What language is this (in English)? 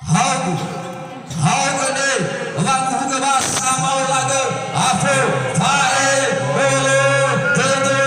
Nias